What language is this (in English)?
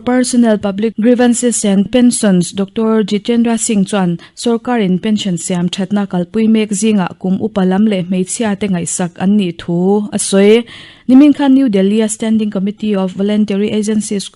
Mizo